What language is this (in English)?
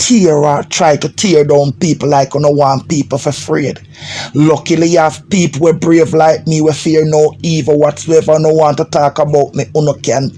Jamaican Creole English